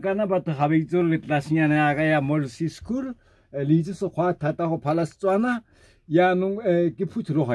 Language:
Tswana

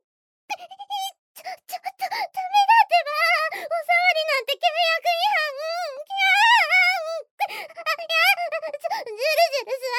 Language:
Japanese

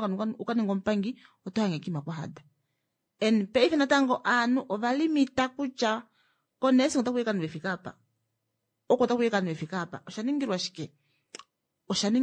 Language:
Kuanyama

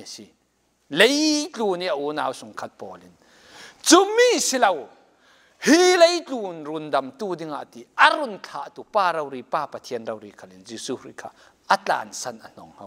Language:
Falam Chin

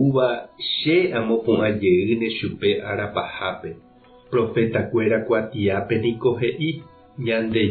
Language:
Guarani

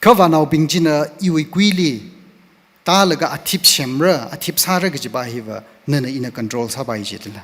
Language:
Tangkhul Naga (India)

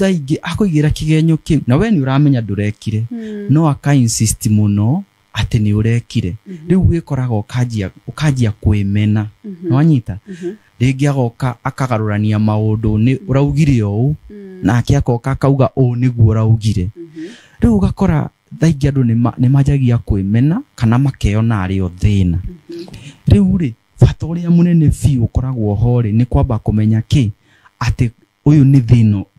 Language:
Kikuyu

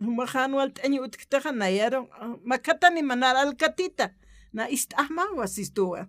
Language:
Aymara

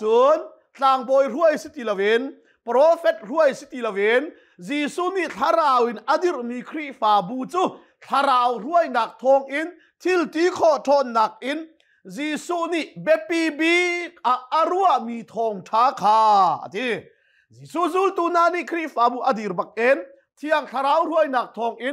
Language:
Hakha Chin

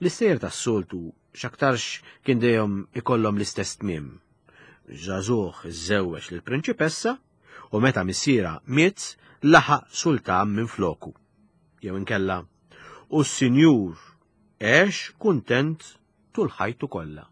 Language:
Maltese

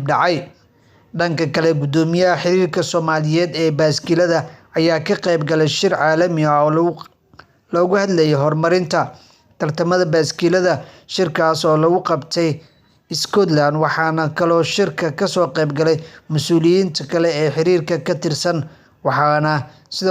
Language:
Somali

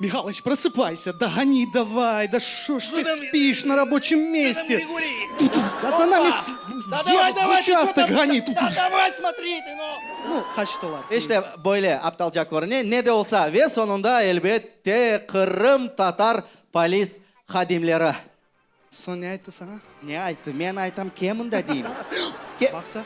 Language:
Crimean Tatar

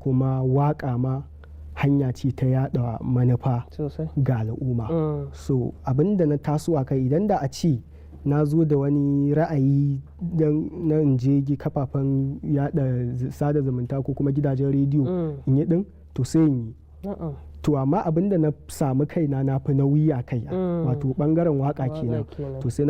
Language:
Hausa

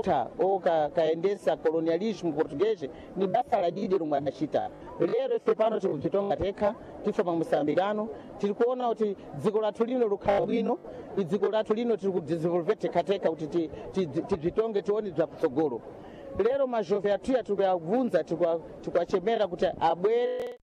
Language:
Sena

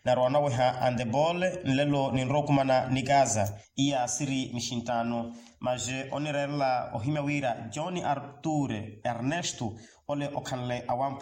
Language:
Makhuwa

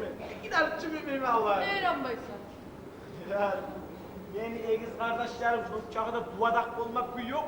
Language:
Kumyk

